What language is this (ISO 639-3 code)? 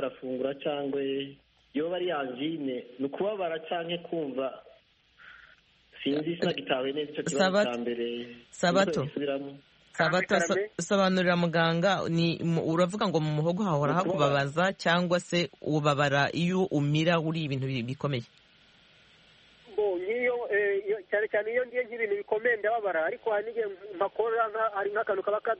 kin